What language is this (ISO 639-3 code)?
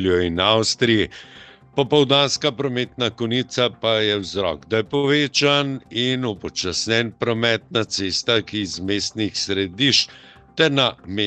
slv